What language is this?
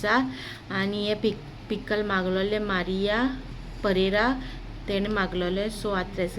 Konkani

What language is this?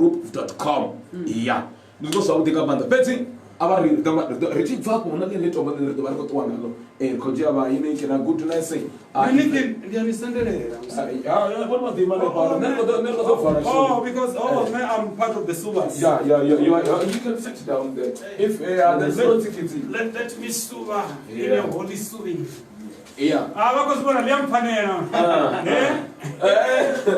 Venda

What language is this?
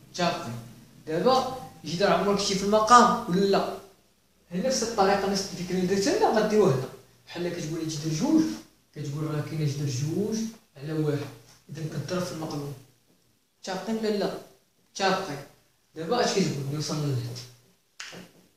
Moroccan Arabic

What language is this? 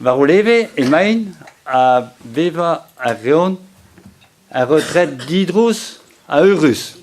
Breton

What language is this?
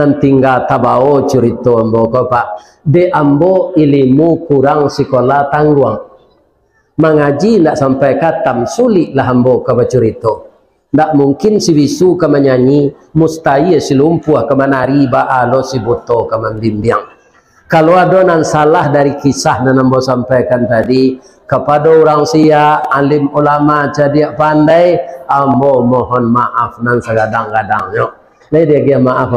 Minangkabau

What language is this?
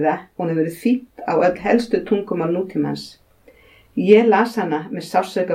Icelandic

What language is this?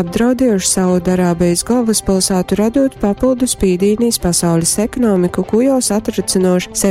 Latgalian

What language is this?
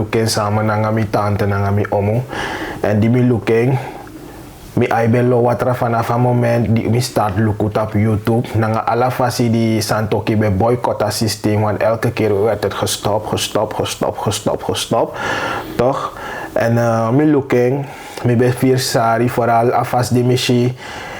Sranan Tongo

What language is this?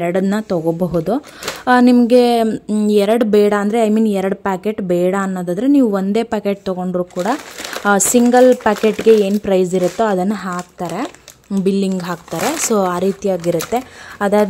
Kannada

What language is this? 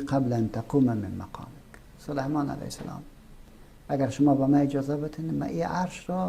Persian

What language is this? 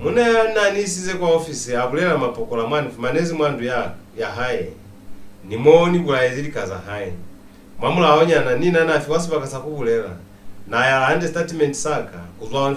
Lozi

